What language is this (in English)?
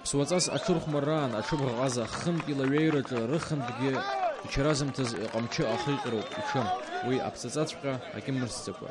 Abkhazian